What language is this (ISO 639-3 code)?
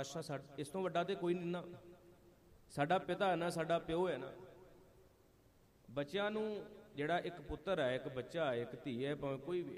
pan